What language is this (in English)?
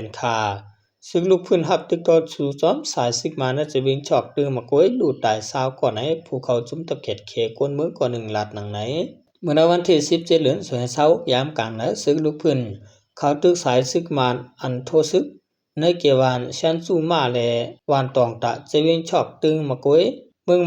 Shan